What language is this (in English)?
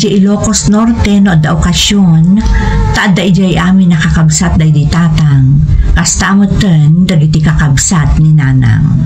Iloko